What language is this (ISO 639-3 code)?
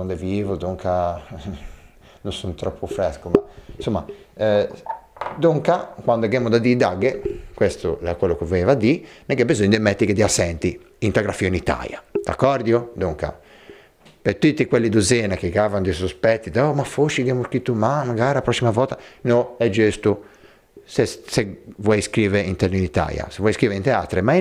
lij